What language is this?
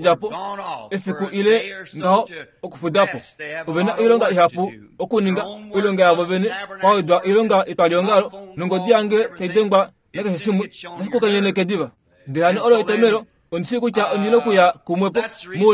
Kuanyama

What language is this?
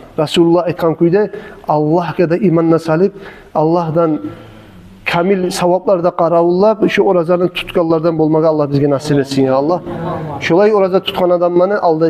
Kumyk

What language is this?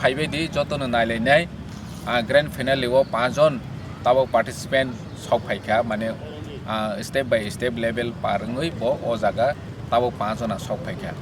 Kok Borok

